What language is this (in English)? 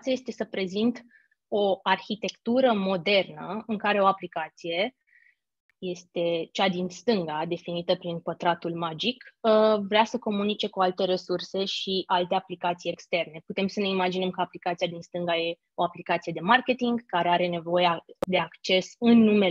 Romanian